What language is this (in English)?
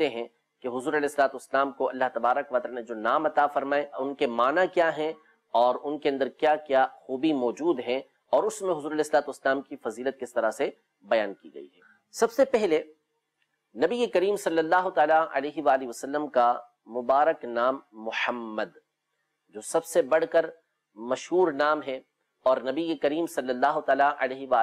Urdu